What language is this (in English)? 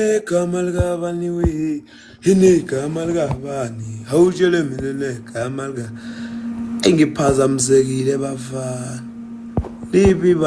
Zulu